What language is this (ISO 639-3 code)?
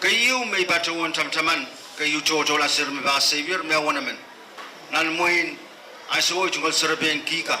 pon